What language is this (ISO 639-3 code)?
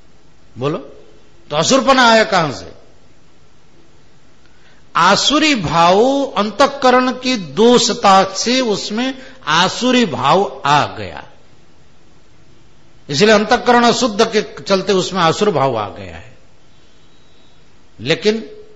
hin